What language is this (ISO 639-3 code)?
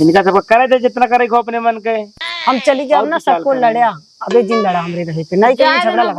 awa